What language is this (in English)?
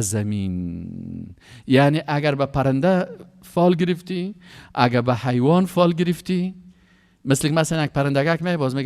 Persian